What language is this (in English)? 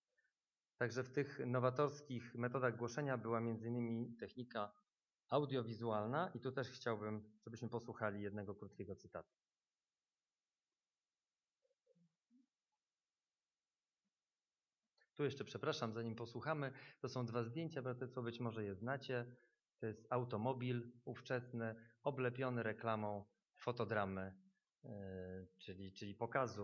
Polish